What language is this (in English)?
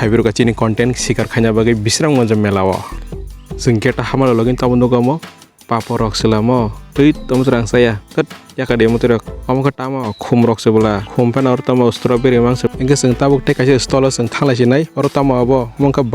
Kok Borok